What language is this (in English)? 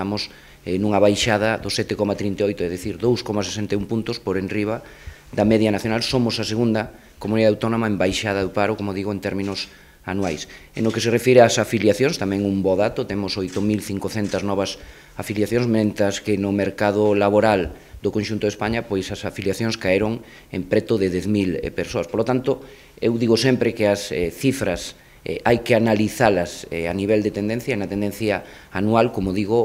Galician